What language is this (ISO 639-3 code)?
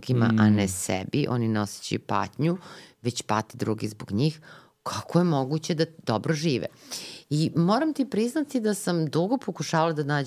srp